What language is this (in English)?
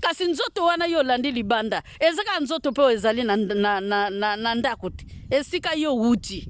Lingala